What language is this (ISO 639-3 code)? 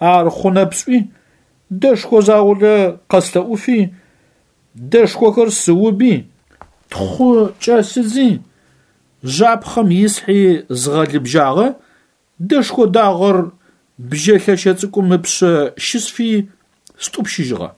ady